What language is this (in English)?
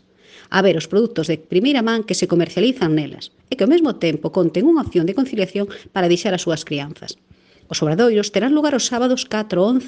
Galician